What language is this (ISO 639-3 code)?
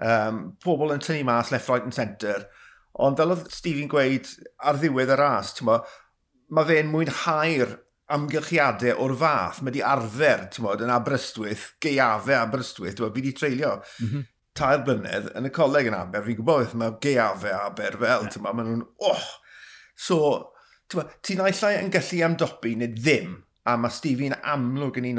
cym